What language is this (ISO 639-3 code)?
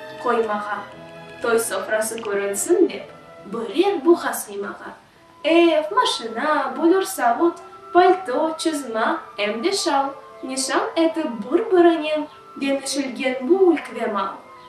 crh